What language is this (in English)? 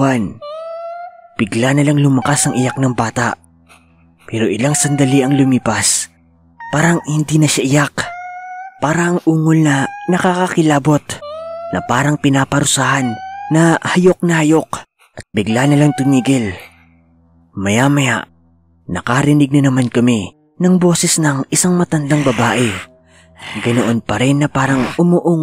Filipino